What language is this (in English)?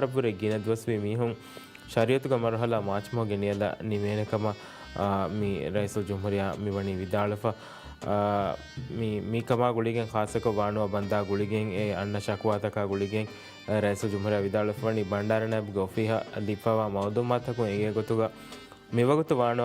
Divehi